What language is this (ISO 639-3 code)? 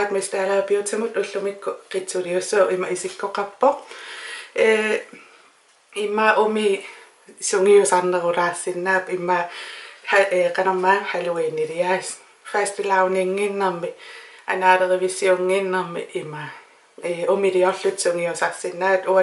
kal